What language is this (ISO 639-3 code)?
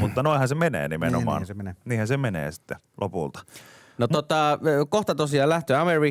fin